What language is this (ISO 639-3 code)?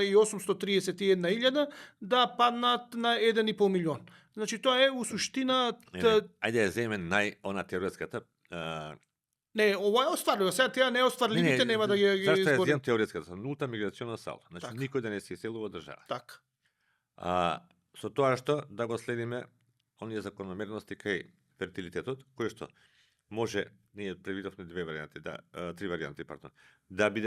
mkd